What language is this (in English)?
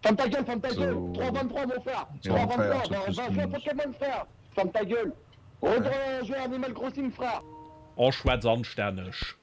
Luxembourgish